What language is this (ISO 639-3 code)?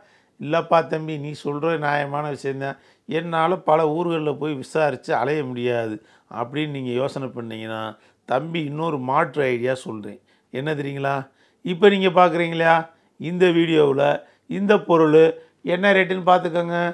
tam